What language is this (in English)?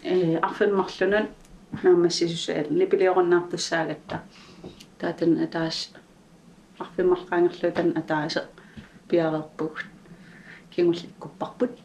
Kalaallisut